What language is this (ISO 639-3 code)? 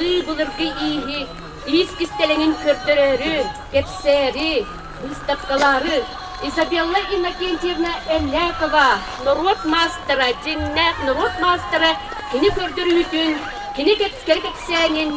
sah